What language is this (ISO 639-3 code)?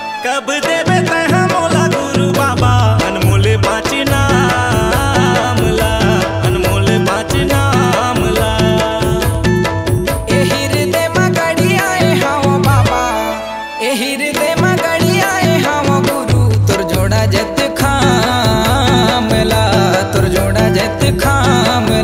hne